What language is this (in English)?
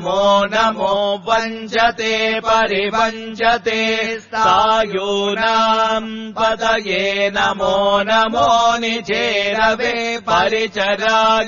Sanskrit